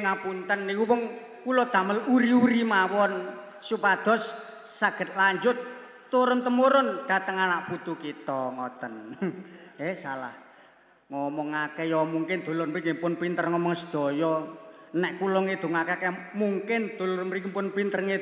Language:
Javanese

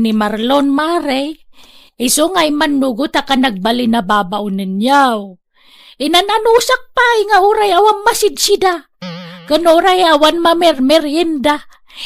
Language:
Iloko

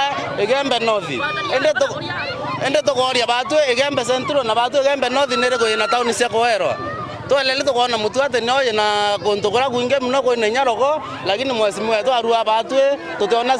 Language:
Meru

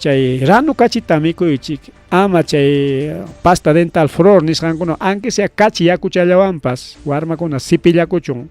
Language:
Ayacucho Quechua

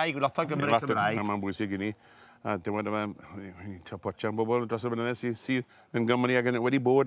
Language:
Welsh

